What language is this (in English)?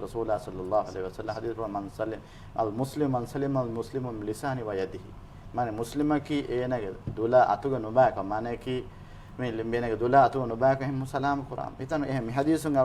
Divehi